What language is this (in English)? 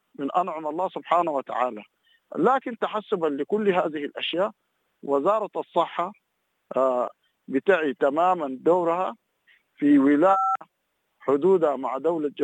Sudanese Arabic